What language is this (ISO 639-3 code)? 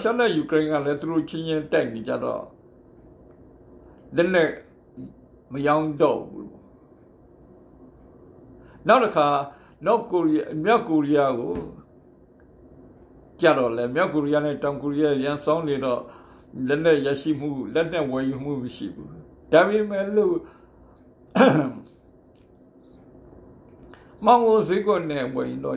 mya